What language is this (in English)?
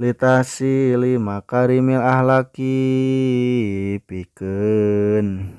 Sundanese